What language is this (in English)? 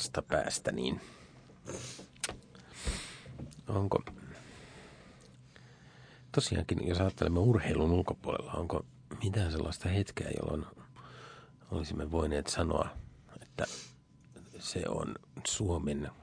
Finnish